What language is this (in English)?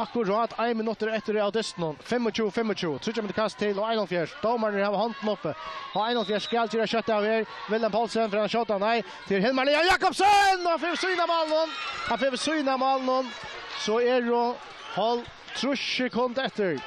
Faroese